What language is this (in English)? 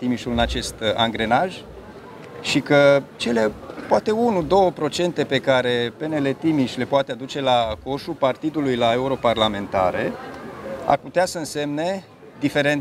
Romanian